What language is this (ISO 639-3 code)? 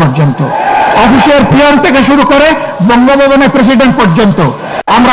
ben